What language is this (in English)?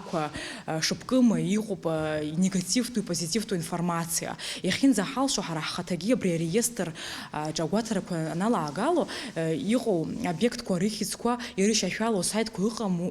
Abkhazian